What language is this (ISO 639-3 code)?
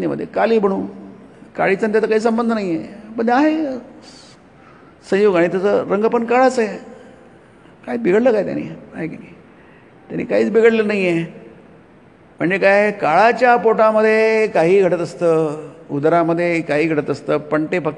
mar